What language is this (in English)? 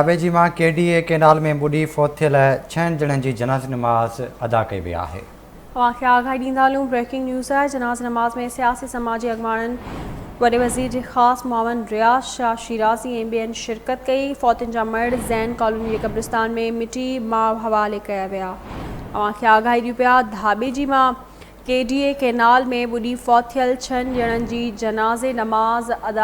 Sindhi